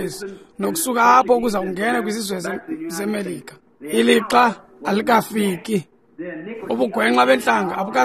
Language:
Xhosa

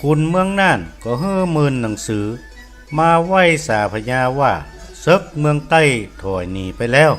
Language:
Northern Thai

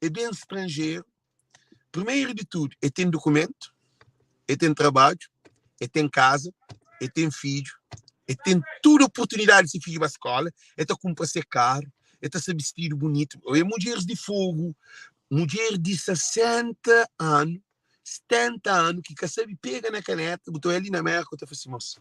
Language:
Kabuverdianu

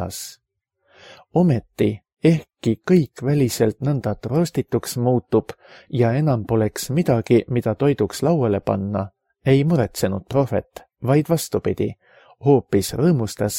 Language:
Estonian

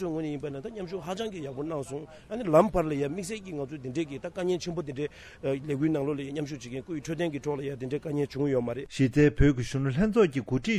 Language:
Tibetan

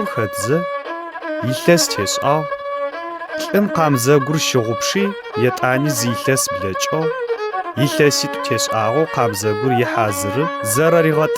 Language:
Adyghe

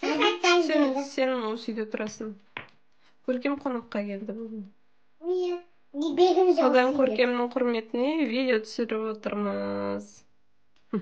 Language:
Kazakh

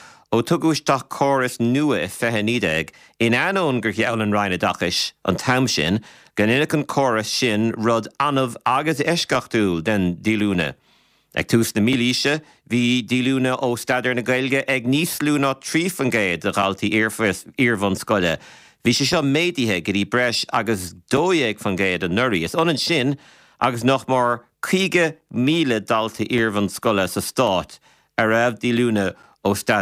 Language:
Irish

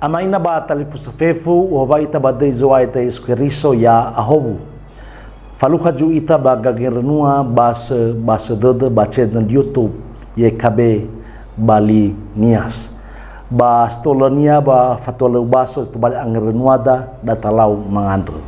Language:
Nias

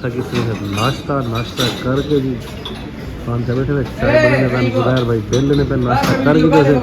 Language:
Saraiki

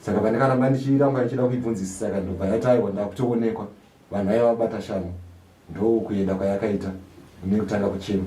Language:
Shona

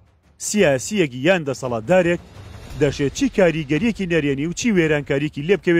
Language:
Central Kurdish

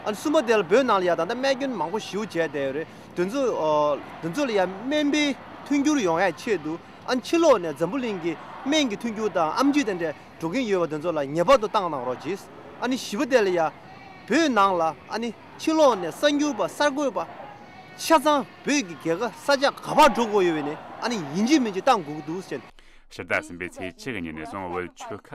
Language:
Tibetan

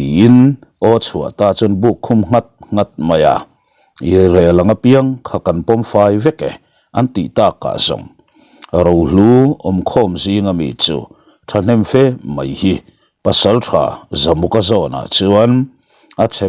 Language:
Mizo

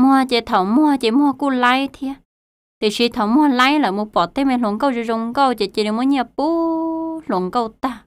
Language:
Hmong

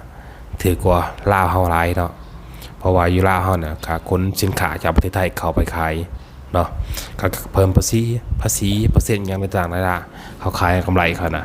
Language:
Lao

